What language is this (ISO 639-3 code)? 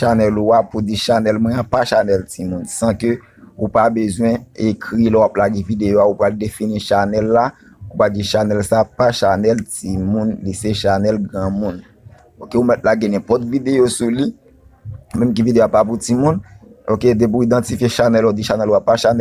hat